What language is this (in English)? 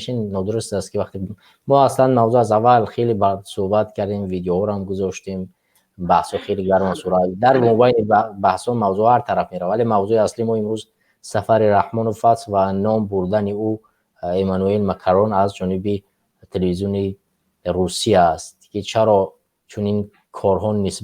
Tajik